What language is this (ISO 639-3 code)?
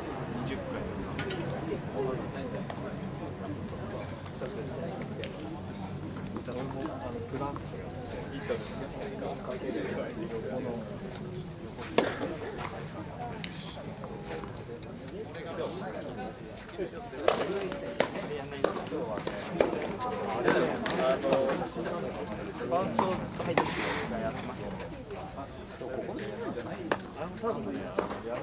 jpn